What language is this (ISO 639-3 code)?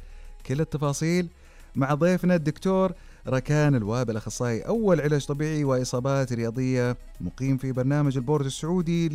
ara